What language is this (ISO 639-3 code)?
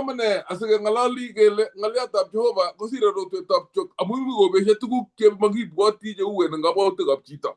kln